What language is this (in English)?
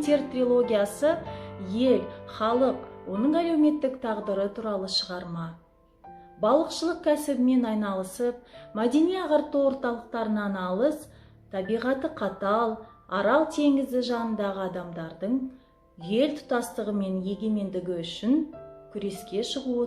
Kazakh